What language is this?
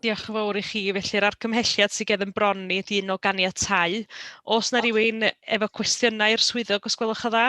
Welsh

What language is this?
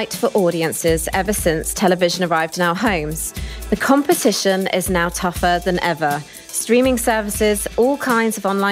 English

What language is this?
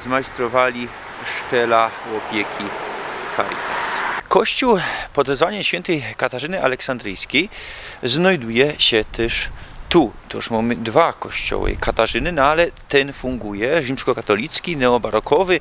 Silesian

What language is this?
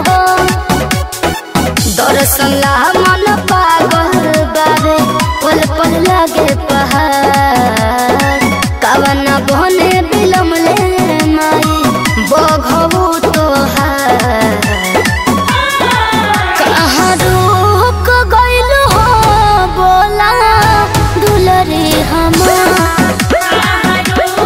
Bhojpuri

